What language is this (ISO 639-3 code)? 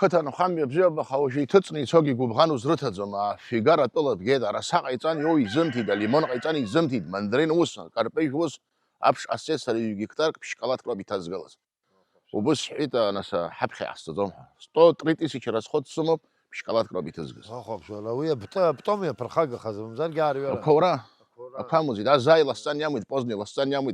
abk